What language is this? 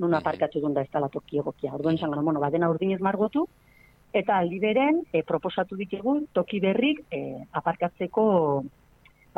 Basque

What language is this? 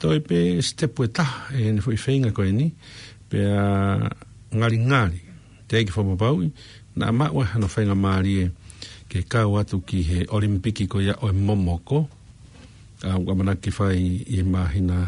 Tongan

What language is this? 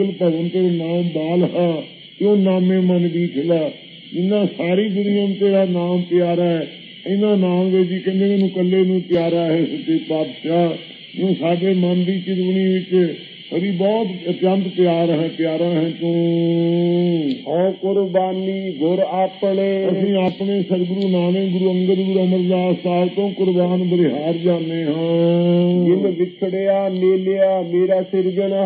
Punjabi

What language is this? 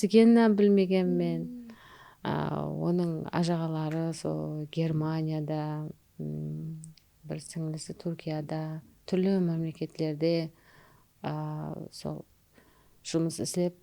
Kara-Kalpak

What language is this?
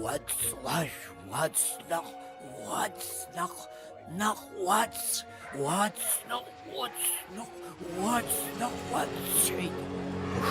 Abkhazian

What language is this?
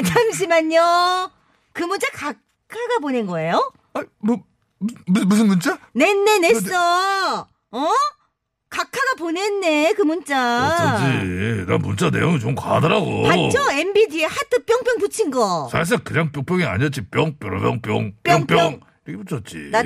Korean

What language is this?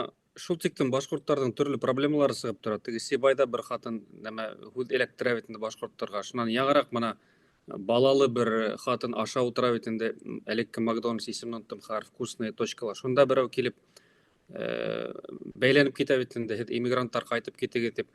Bashkir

